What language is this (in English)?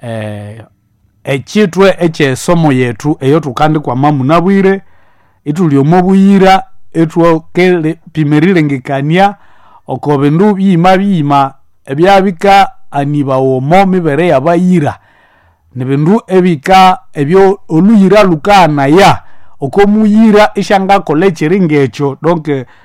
Nande